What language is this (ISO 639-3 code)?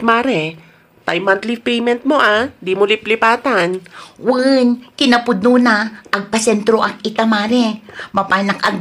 ilo